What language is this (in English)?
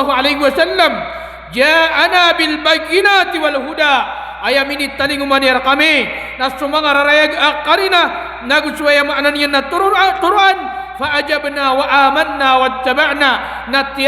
Maranao